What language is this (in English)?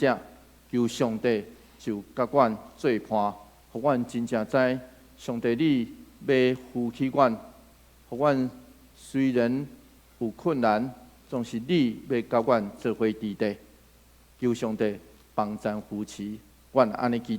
Min Nan Chinese